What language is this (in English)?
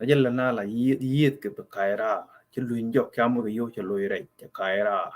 Nuer